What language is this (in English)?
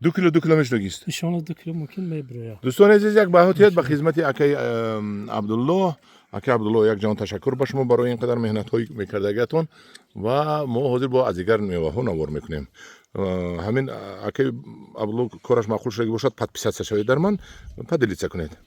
Tajik